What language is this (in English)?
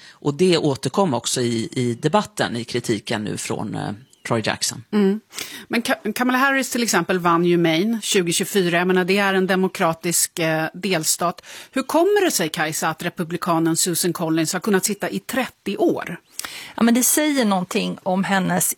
Swedish